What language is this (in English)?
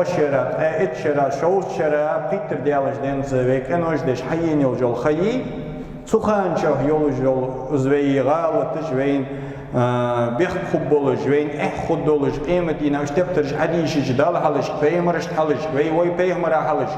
Ingush